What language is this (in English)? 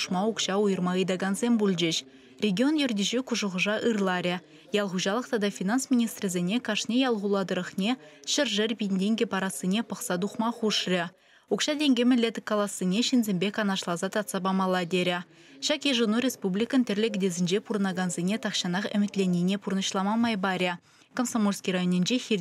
Chuvash